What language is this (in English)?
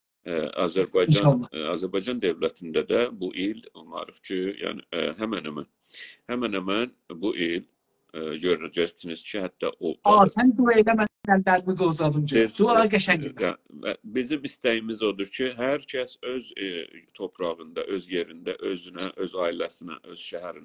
South Azerbaijani